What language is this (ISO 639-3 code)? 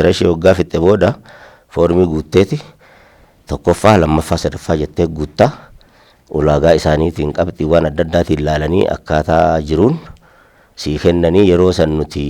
orm